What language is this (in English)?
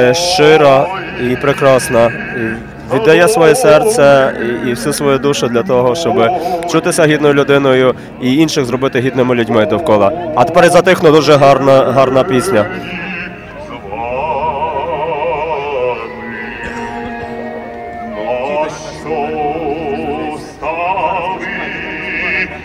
Ukrainian